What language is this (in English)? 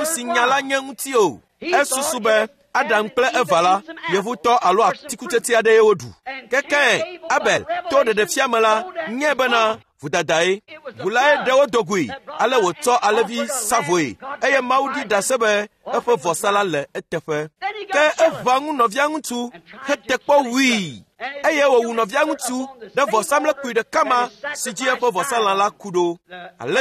Ewe